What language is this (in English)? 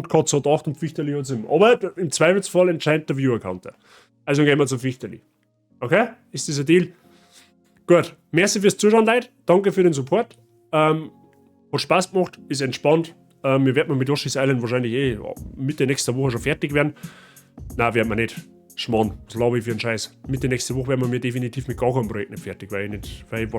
Bavarian